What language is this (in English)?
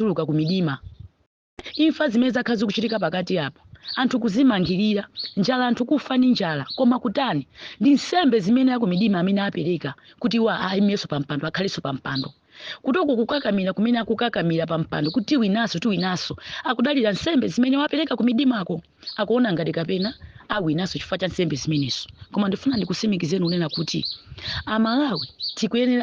Nyanja